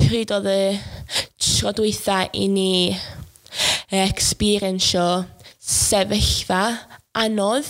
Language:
Welsh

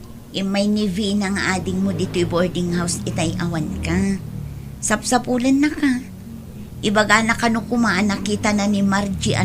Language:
Iloko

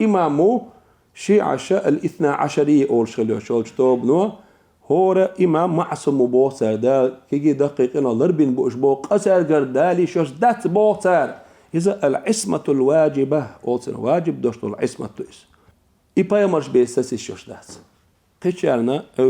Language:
Chechen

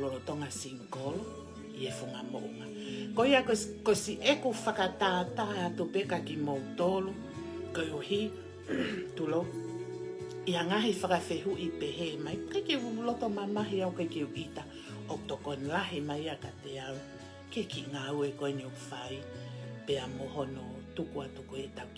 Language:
Tongan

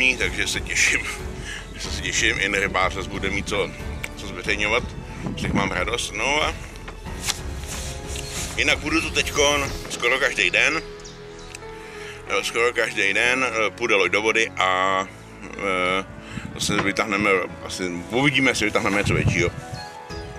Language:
Czech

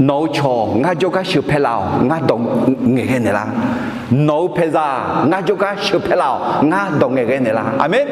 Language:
Akha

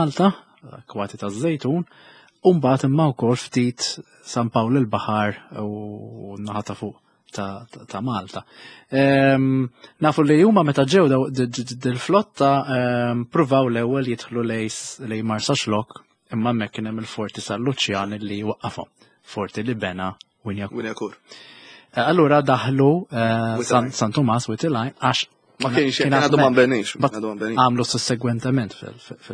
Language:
Maltese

